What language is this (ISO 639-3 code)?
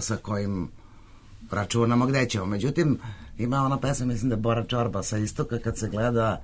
srp